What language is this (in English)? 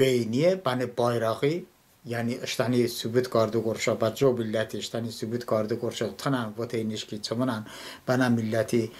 Talysh